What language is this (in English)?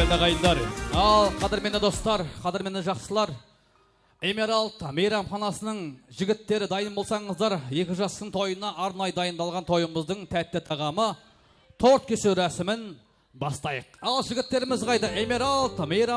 Kara-Kalpak